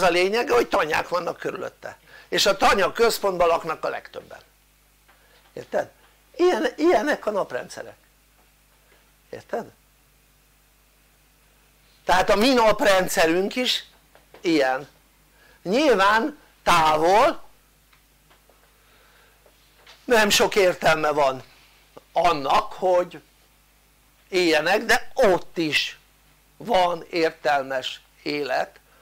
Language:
Hungarian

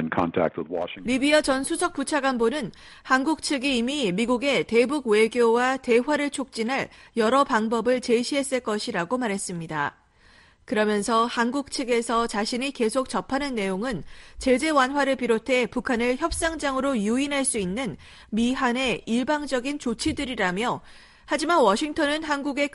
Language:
Korean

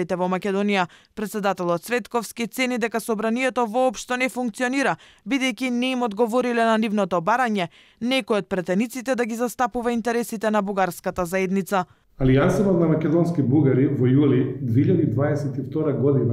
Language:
Macedonian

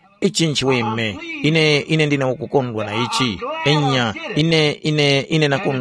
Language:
Tumbuka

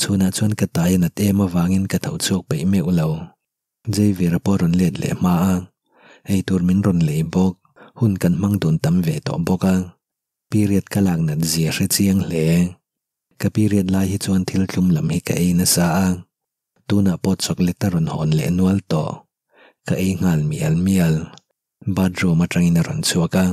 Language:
Mizo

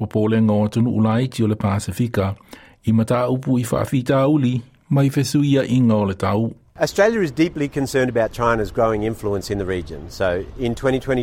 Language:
Samoan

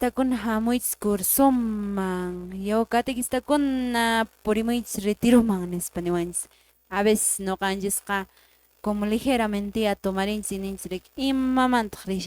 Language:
Quechua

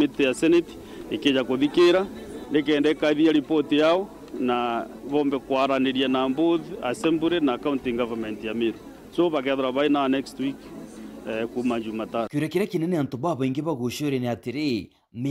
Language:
Meru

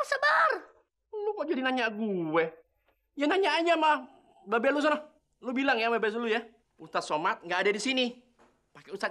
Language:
Betawi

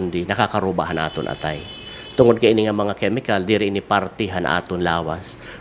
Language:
Waray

